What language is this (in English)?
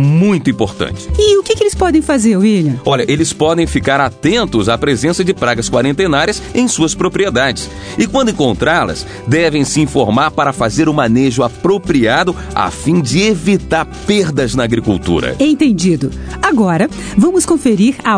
Portuguese